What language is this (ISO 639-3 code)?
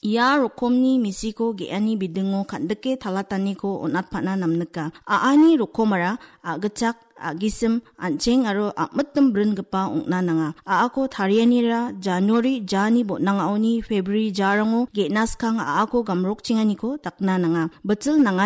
grt